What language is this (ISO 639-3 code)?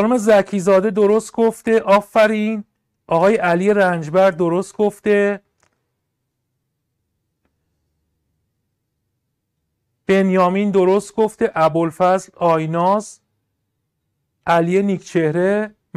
fas